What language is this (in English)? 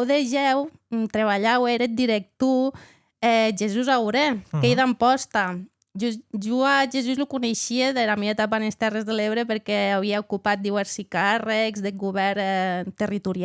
Occitan